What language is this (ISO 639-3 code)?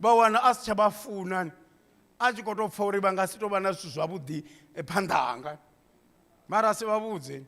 ven